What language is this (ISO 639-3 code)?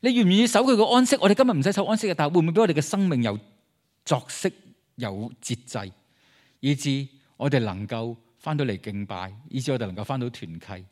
yue